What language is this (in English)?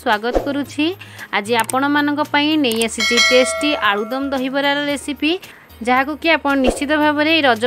Odia